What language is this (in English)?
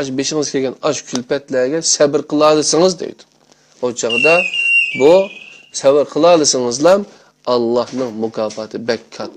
Uyghur